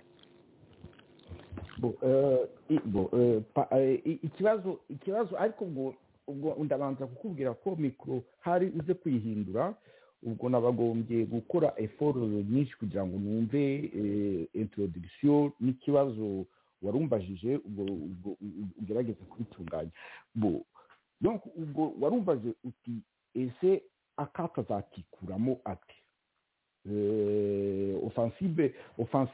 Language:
Kinyarwanda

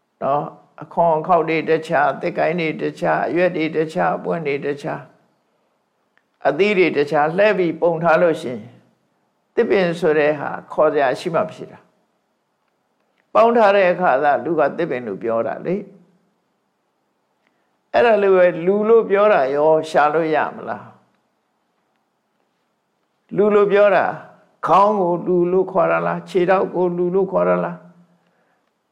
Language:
Burmese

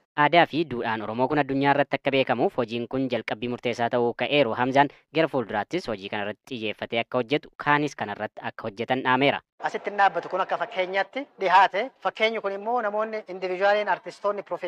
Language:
Oromo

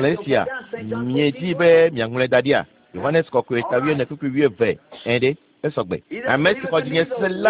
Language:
Ewe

